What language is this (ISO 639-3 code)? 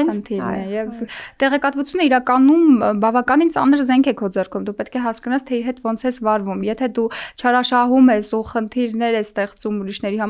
hye